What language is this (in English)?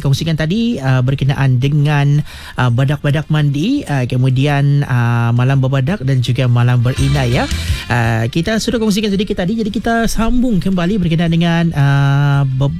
Malay